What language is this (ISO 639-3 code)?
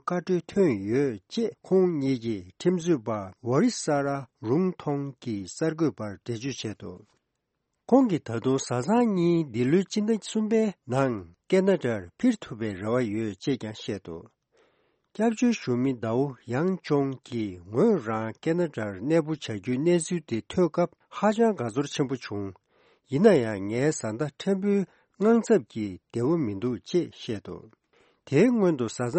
bod